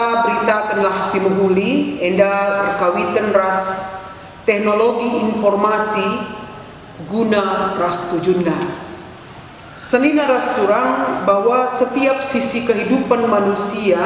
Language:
Batak Karo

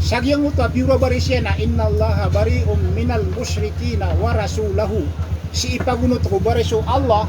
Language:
Maranao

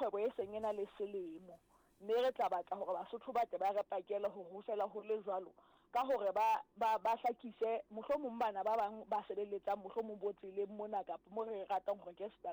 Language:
Southern Sotho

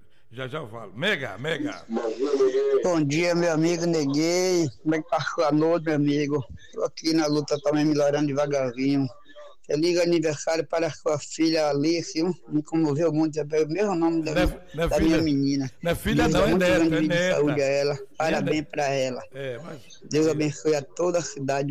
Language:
Portuguese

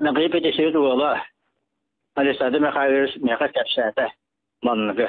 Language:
Yakut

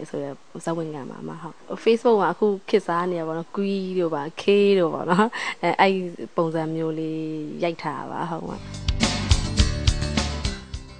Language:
Burmese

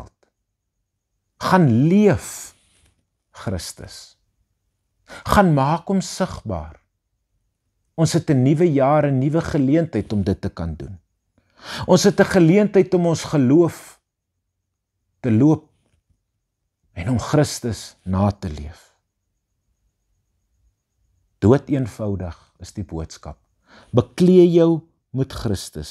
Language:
Afrikaans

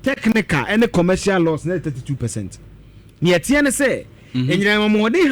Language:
Akan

